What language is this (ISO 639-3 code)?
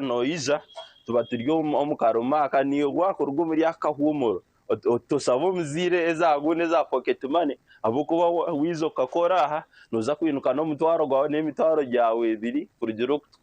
nyn